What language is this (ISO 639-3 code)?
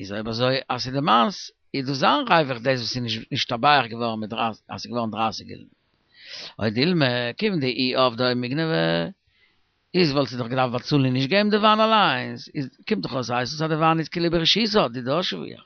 yid